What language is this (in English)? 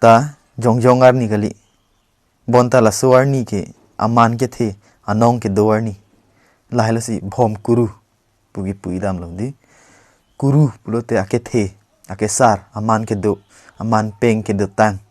Karbi